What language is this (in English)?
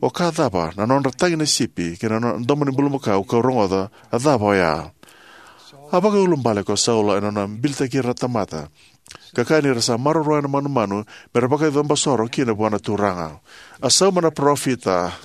Fijian